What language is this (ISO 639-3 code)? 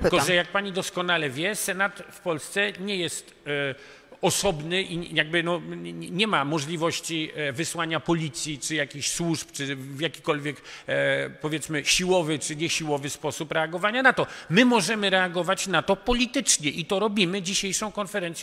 pol